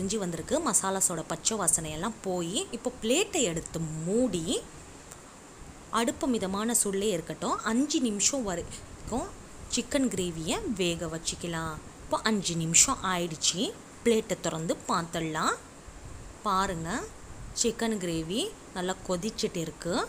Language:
Tamil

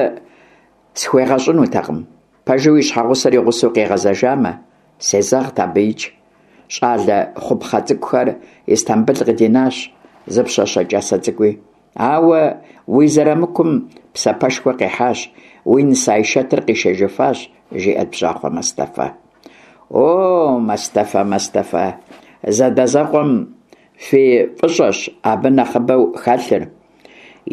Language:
Kabardian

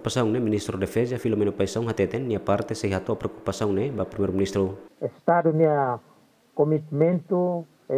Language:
Tetum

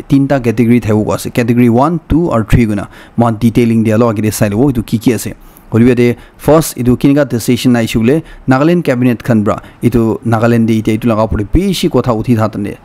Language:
Naga Pidgin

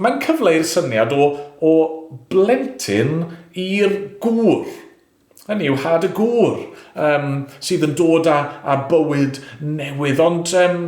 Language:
Welsh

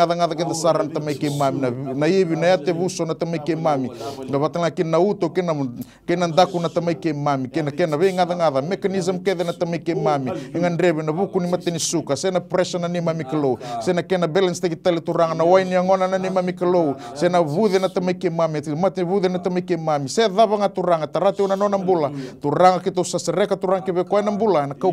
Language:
Fijian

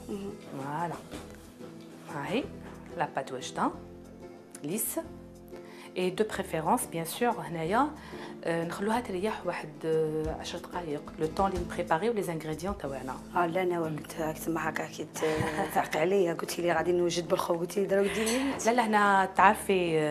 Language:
Algerian Arabic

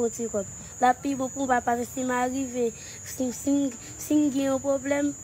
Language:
Haitian Creole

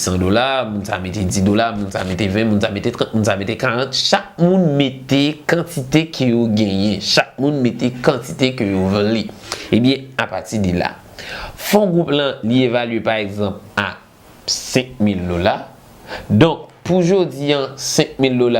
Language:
Haitian Creole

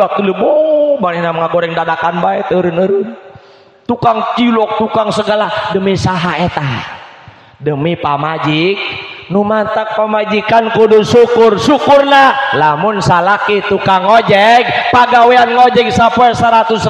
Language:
Sundanese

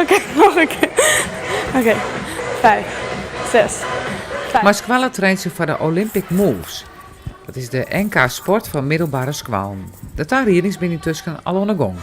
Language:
Western Frisian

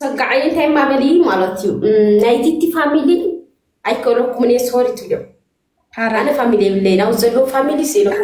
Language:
Tigrinya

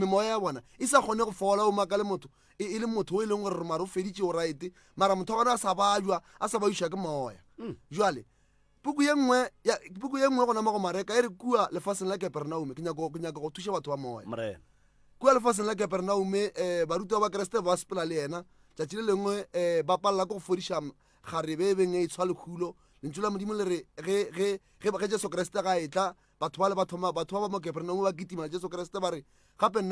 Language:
Northern Sotho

